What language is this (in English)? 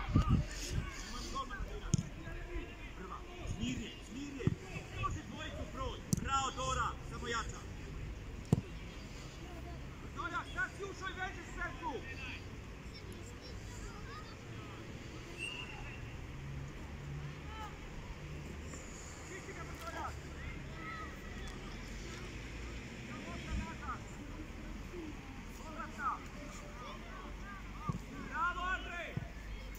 Croatian